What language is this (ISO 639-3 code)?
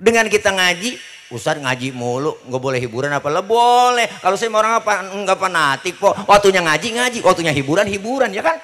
bew